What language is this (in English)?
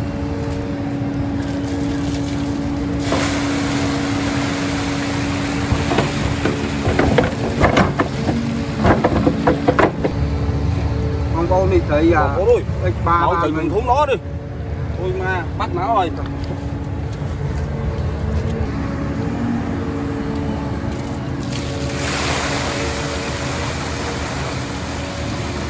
Vietnamese